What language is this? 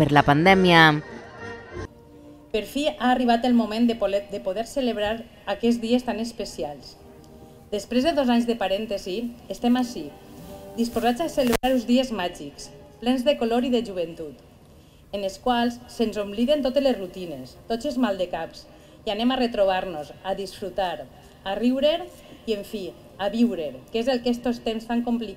Catalan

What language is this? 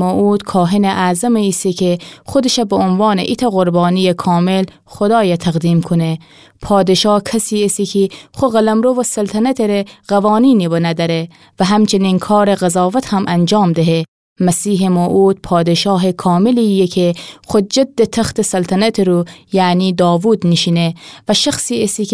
Gilaki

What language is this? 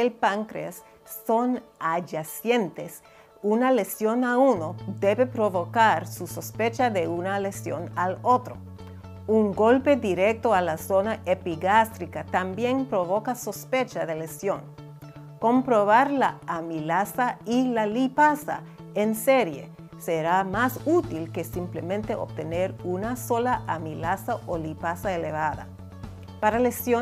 Spanish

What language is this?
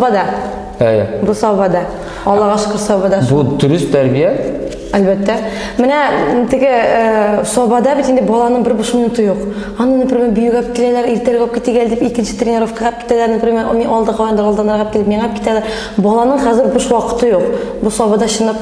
Tatar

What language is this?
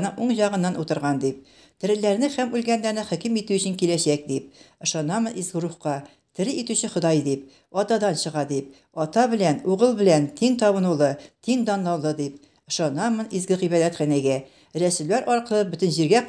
Tatar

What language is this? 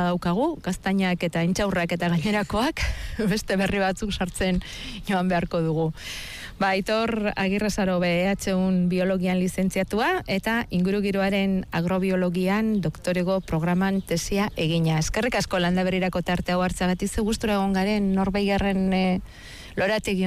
Basque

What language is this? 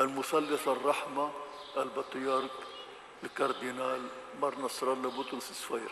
North Levantine Arabic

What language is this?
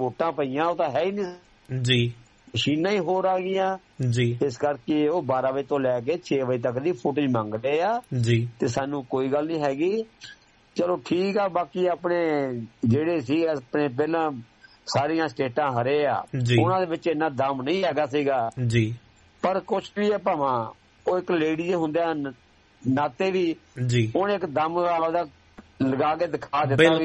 Punjabi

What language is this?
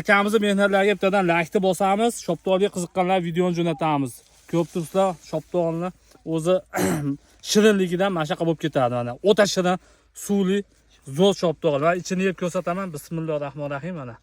Uzbek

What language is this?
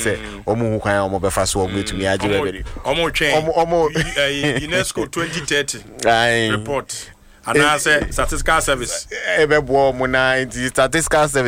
Akan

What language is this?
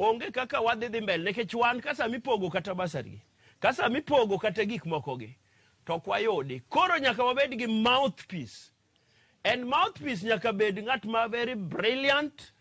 Luo (Kenya and Tanzania)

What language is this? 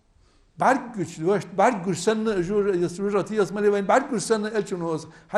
Ingush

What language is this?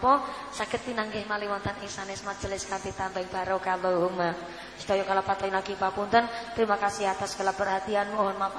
Javanese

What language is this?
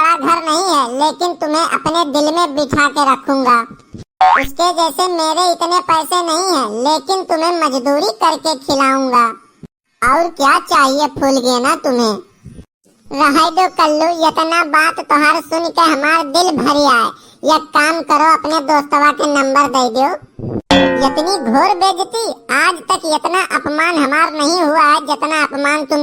Awadhi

